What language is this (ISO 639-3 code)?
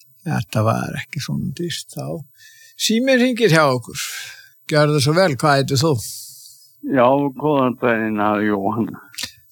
isl